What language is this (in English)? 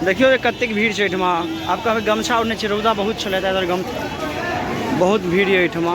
Maithili